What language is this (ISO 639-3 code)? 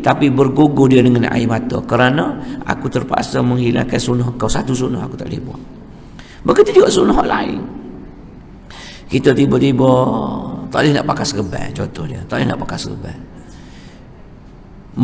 msa